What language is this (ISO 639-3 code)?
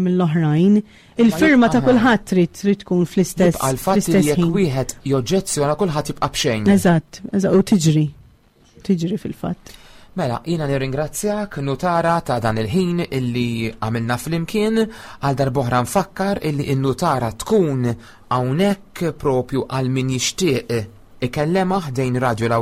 mlt